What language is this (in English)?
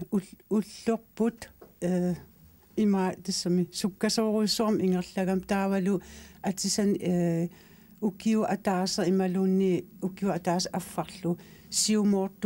Kalaallisut